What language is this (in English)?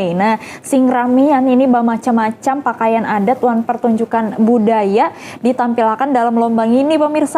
Banjar